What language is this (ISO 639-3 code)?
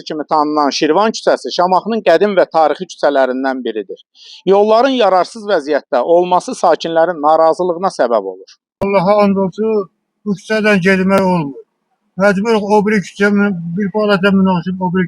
aze